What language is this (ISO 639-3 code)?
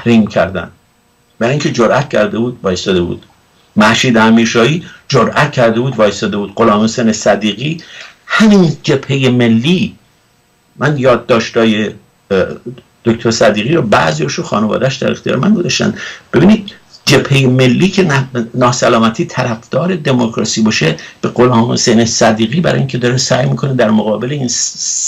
fas